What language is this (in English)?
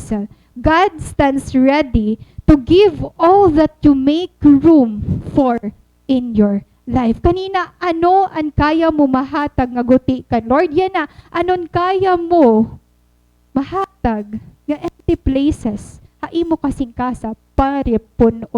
Waray